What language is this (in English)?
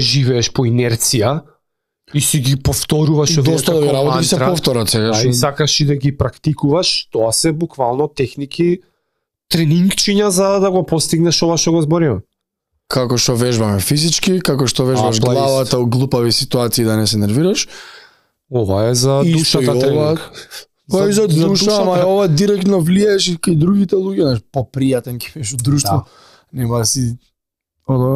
Macedonian